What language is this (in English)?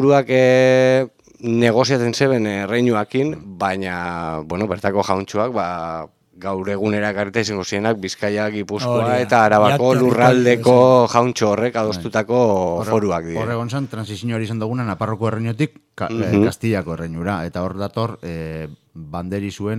Basque